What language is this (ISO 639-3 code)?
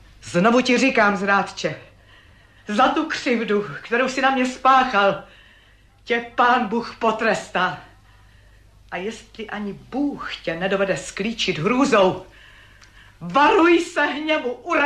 ces